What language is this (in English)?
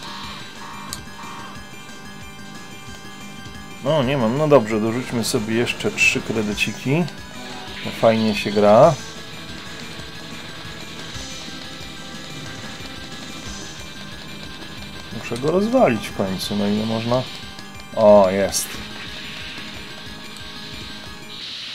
Polish